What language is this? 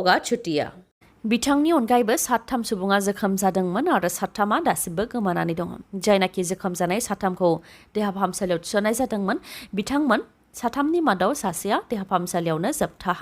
Bodo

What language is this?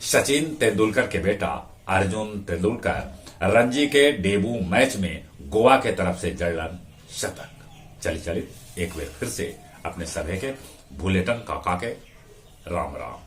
Magahi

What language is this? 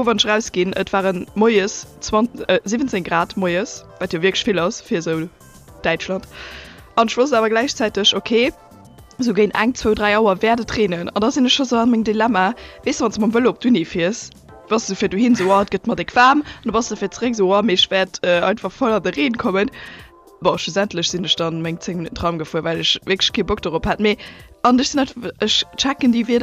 Luxembourgish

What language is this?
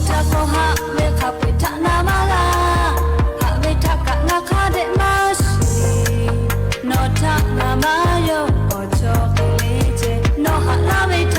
Lahu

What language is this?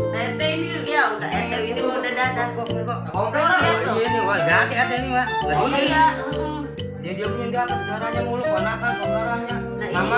Betawi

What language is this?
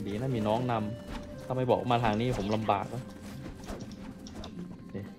Thai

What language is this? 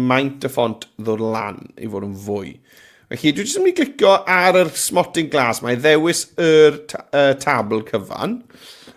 Welsh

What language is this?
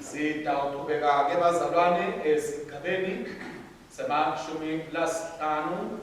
Swati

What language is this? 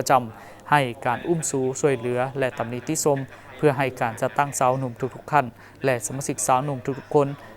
Lao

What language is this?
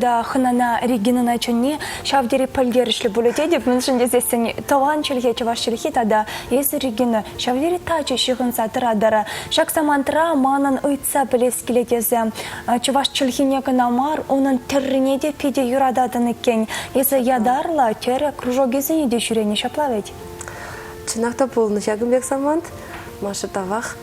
Chuvash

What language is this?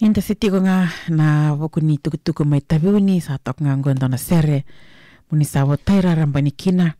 Fijian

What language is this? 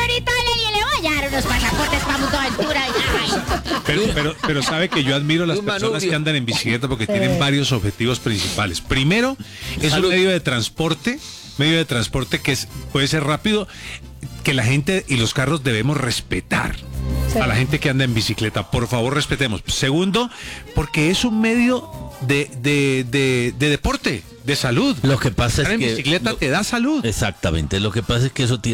Spanish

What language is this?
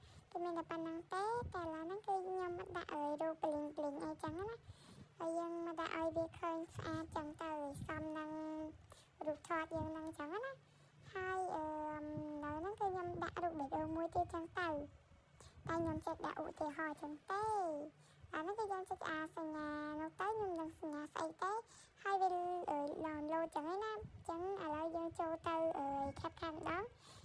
Khmer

